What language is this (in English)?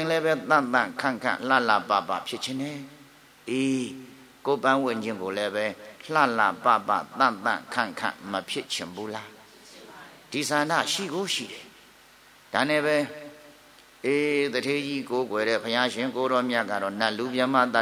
Burmese